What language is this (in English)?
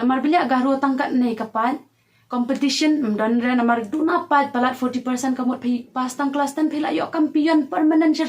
Khasi